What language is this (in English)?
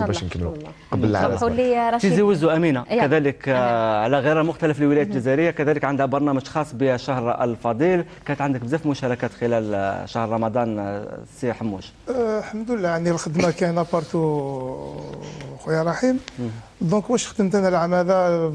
Algerian Arabic